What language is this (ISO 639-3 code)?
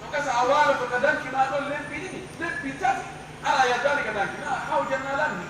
ful